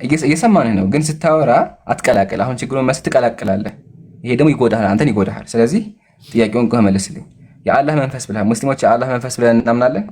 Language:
Amharic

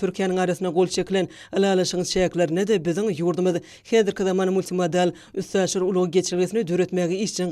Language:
Turkmen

